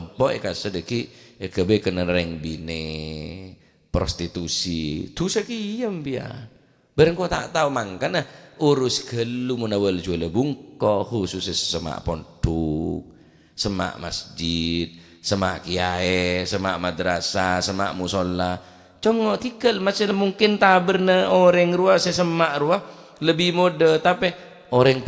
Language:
Madurese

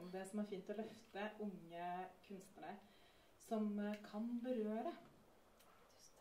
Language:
Norwegian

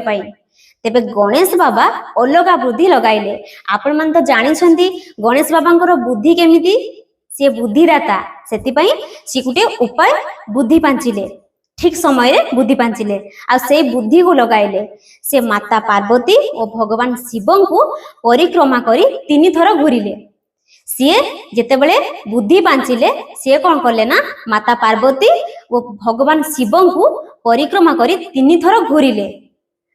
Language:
Odia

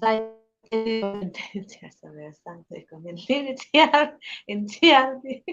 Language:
Hmar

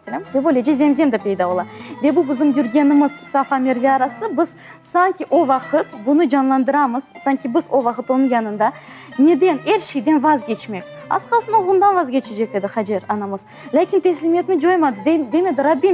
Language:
Crimean Tatar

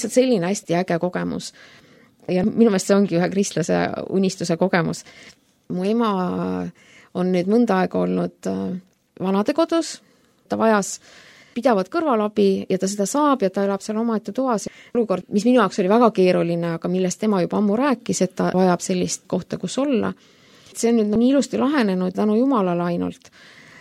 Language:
Estonian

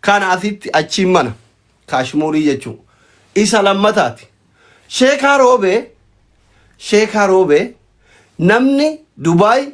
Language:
Oromo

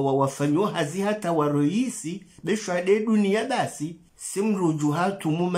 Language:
Ngazidja Comorian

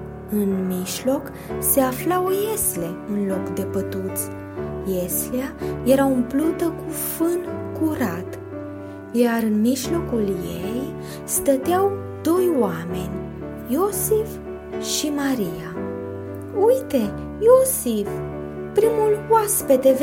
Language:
Romanian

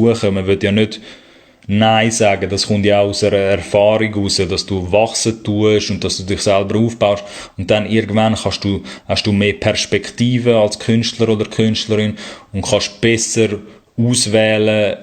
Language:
Swiss German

